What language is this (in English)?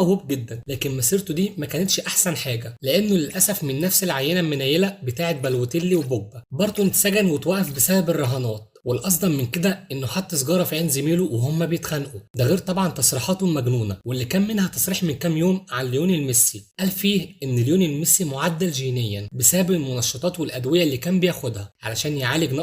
Egyptian Arabic